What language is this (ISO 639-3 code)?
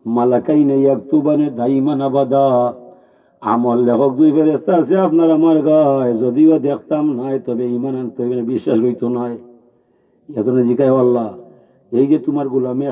syl